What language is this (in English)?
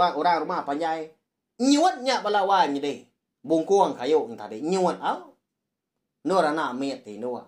Iban